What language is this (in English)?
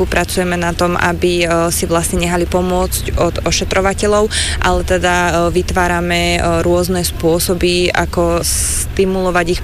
Slovak